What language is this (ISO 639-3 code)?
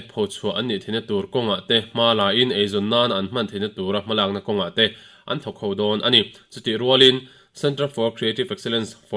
lus